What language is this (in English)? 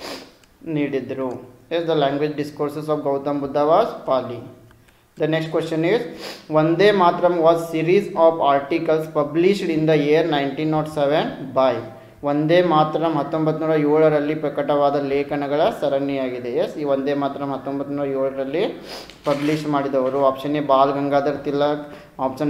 Kannada